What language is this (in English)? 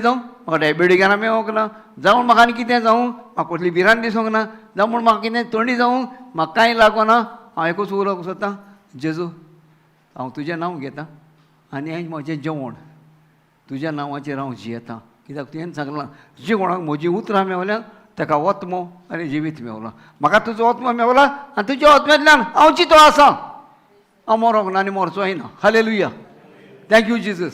Konkani